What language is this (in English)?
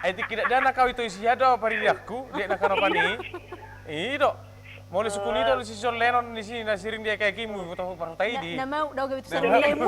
Batak Toba